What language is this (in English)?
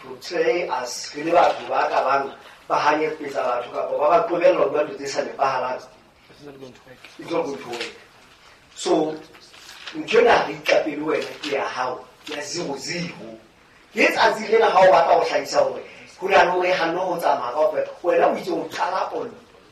Southern Sotho